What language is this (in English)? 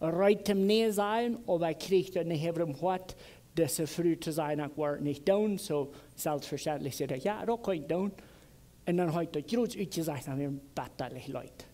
Plautdietsch